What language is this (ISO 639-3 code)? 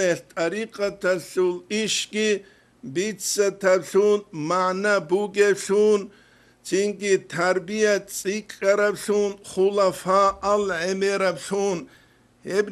ava